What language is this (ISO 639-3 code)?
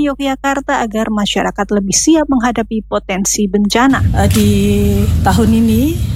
ind